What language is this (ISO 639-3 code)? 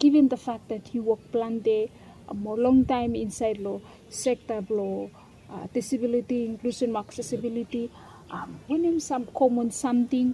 bis